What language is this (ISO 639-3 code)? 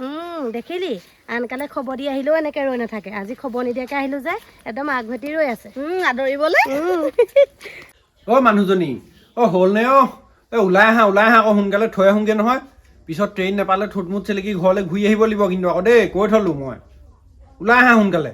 asm